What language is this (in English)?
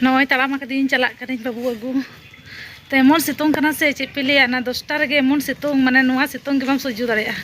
Santali